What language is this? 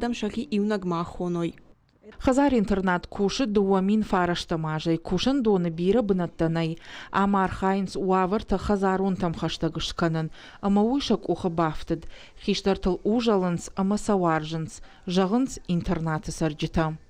Ossetic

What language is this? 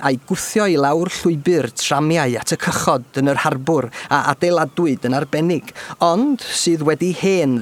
Welsh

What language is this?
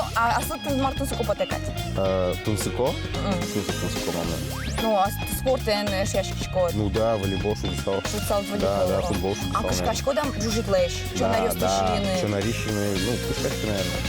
Udmurt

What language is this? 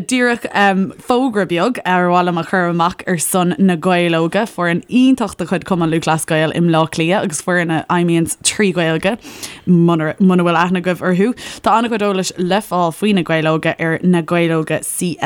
Irish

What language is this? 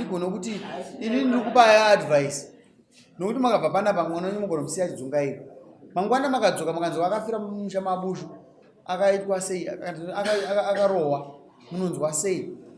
Shona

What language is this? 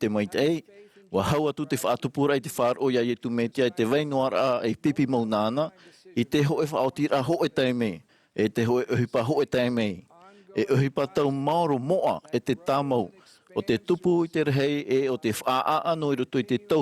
Tahitian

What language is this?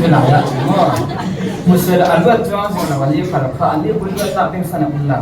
Falam Chin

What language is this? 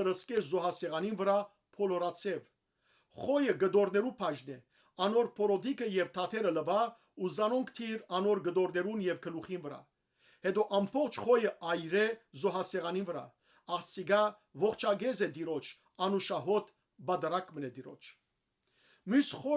Western Armenian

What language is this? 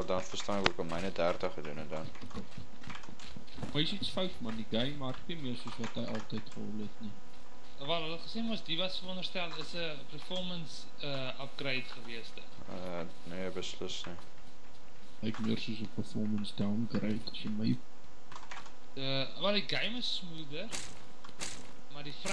Afrikaans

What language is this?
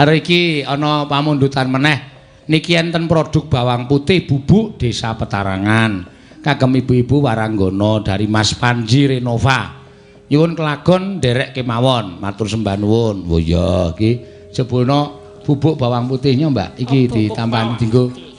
Javanese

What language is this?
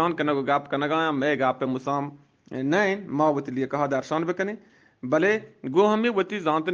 Eastern Balochi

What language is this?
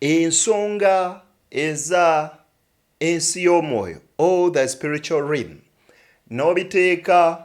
Ganda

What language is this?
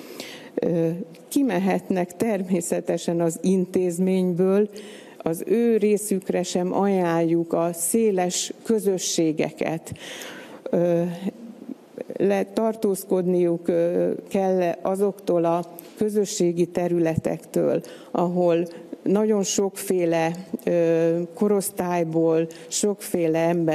Hungarian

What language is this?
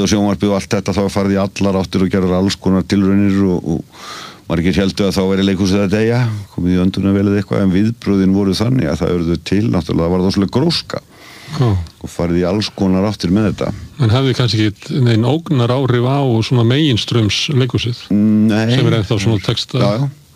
Icelandic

